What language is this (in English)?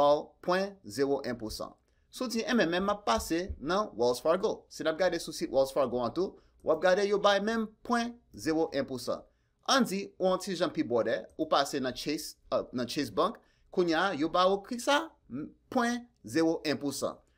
Haitian Creole